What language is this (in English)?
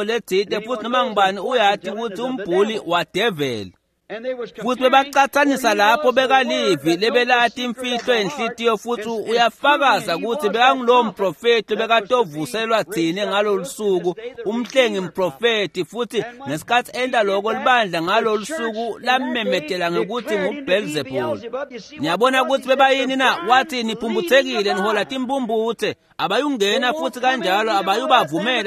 Swati